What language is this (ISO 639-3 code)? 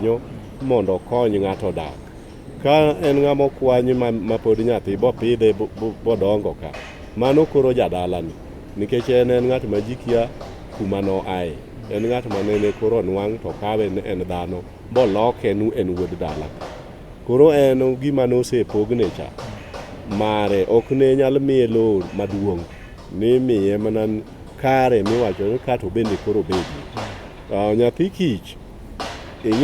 luo